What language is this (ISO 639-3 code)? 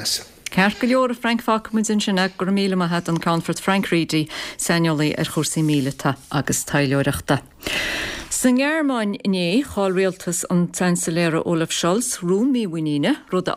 gle